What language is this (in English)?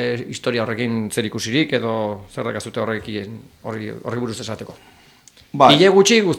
Basque